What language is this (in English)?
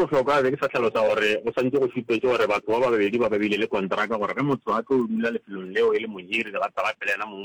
Northern Sotho